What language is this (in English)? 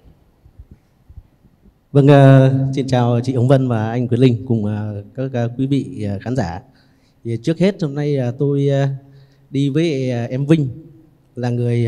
Vietnamese